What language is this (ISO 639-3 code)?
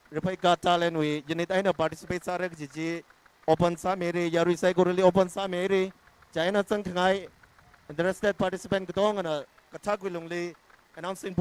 nmf